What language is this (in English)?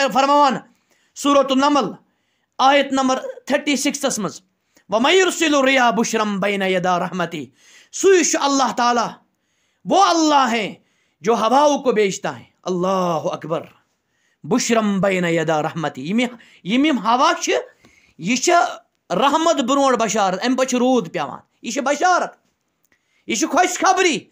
Kashmiri